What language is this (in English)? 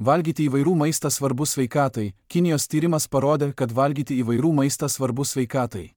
Lithuanian